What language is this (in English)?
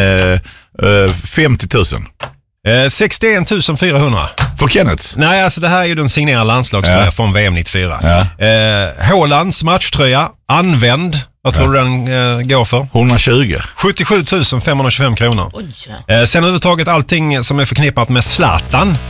Swedish